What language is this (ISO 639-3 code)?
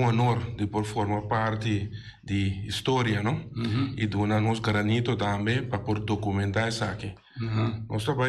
pap